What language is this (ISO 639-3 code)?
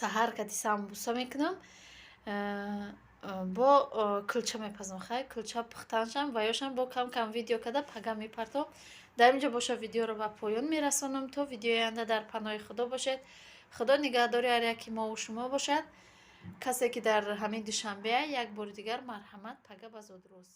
tgk